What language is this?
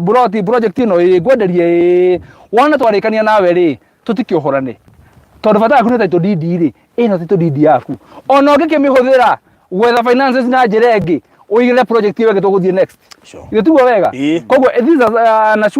Kikuyu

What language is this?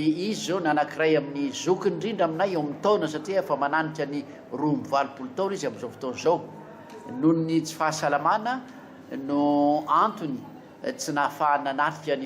Malagasy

